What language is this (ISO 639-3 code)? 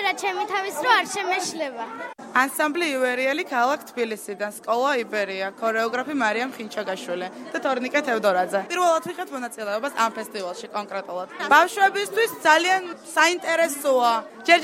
kat